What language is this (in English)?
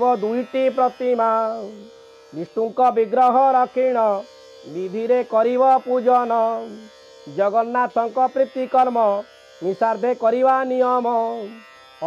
Odia